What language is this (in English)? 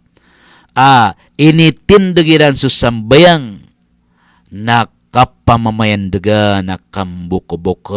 Maranao